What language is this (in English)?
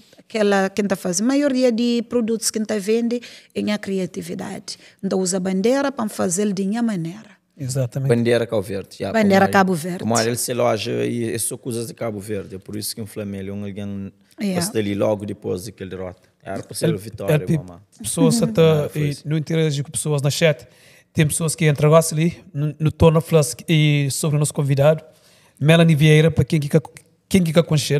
Kabuverdianu